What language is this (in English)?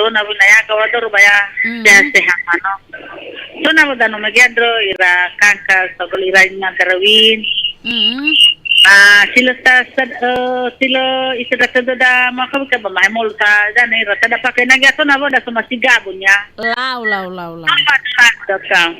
Nias